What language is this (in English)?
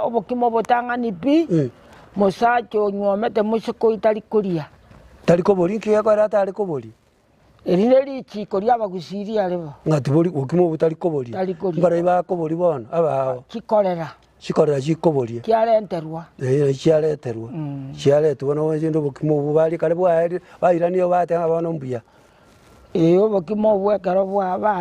Gusii